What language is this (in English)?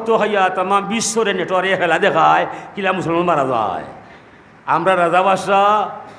Sylheti